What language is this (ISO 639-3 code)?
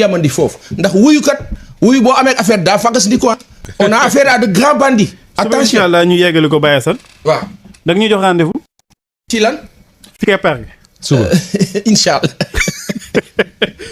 wol